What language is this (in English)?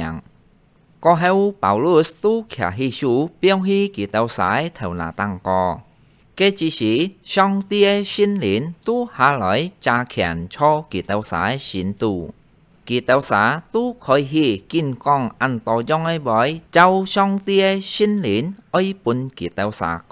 Hakka Chinese